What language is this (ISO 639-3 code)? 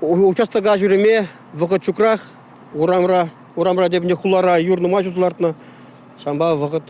chv